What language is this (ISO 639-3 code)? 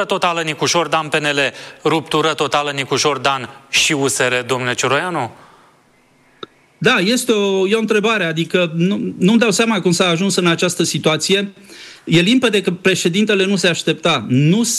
ron